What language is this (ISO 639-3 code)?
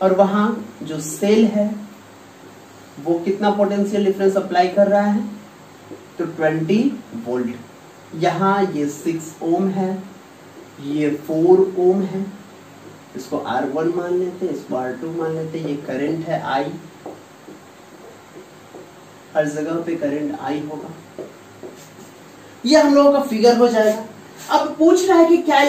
hin